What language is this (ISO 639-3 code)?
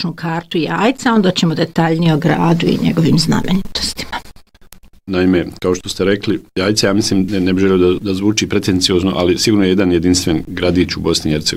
bos